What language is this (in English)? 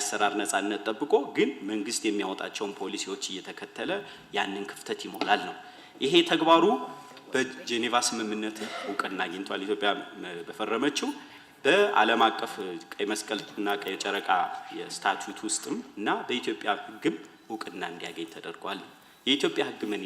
Amharic